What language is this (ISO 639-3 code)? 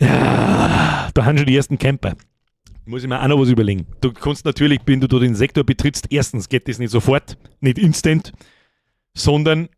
bar